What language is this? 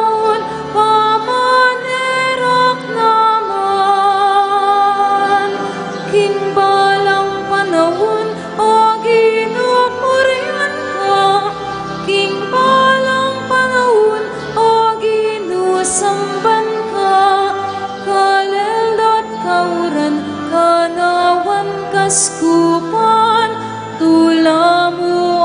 Pampanga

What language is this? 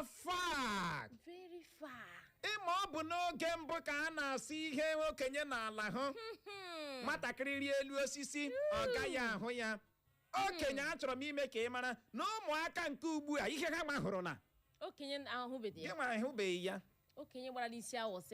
Igbo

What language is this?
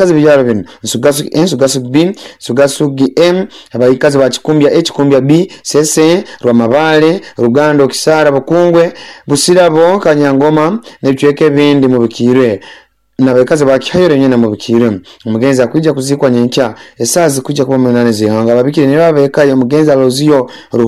Nyoro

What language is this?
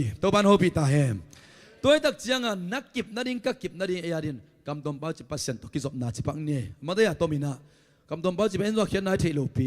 Tedim Chin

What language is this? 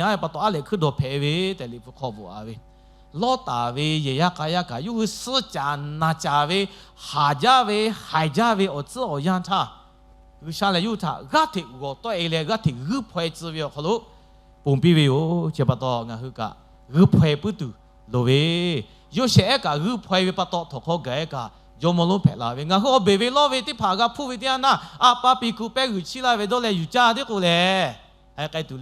Lahu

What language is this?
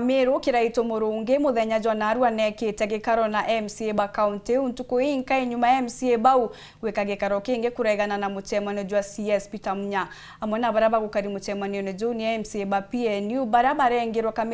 Meru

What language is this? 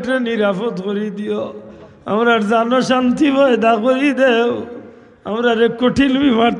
Sylheti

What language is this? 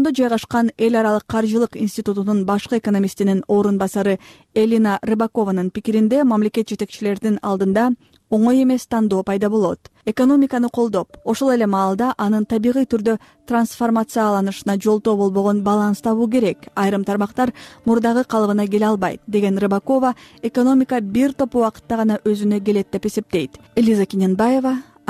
Kyrgyz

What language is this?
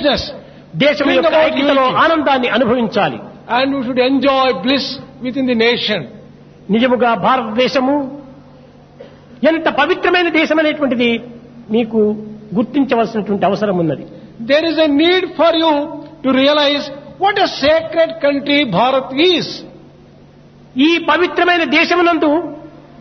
Telugu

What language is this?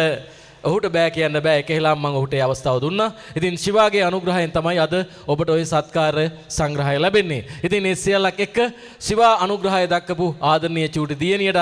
Sinhala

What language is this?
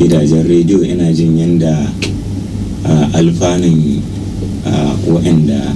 Hausa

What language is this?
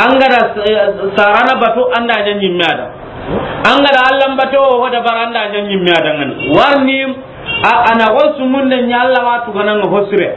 Soninke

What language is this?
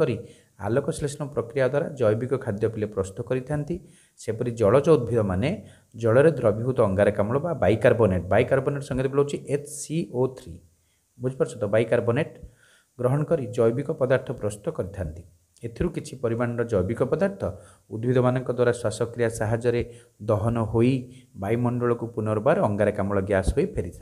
Odia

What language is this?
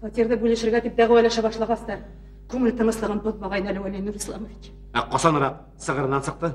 Bashkir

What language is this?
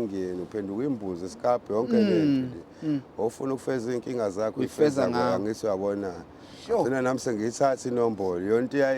Zulu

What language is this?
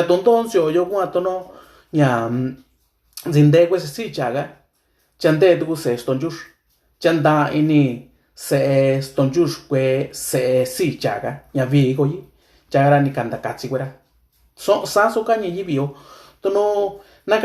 Mixtepec Mixtec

